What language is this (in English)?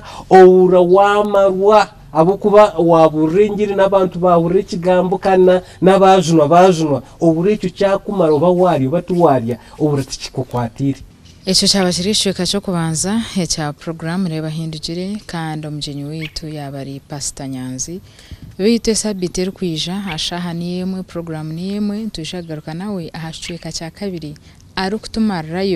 Nyankole